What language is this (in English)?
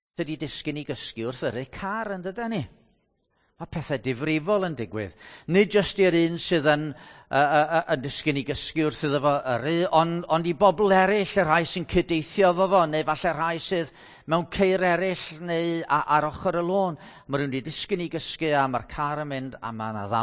Welsh